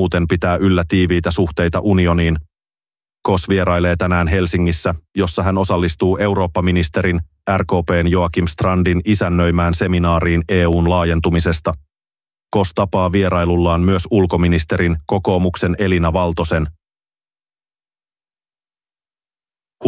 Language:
Finnish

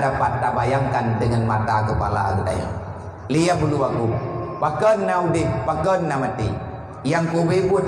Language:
Achinese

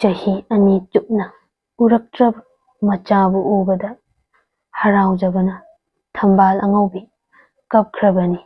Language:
Manipuri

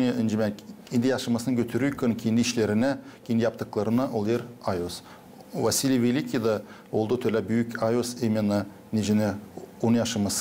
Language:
Gagauz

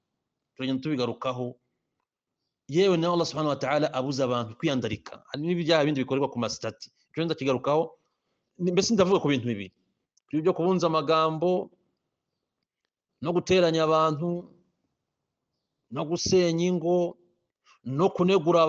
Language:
Kinyarwanda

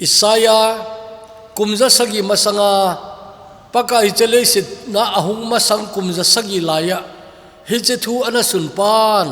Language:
Thado Chin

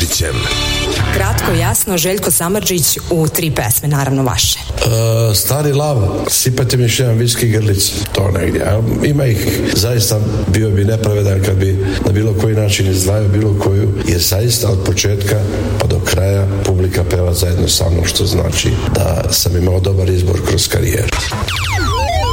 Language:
Serbian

